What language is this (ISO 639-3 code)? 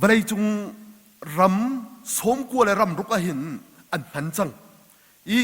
cnh